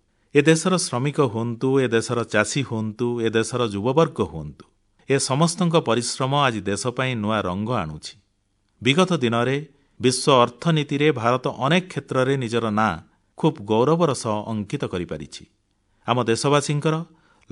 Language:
Odia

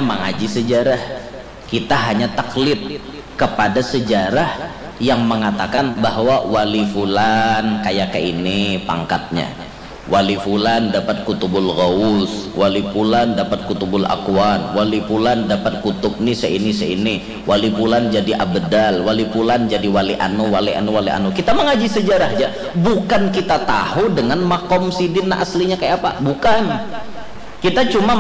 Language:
Banjar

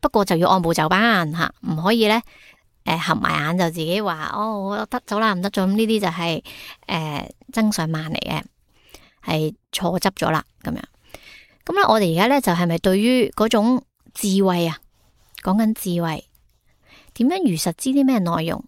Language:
Cantonese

